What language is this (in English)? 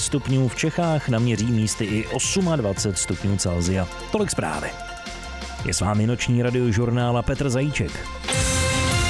Czech